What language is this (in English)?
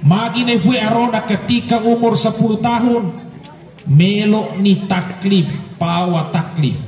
Buginese